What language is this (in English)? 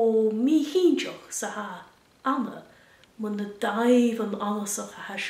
Scottish Gaelic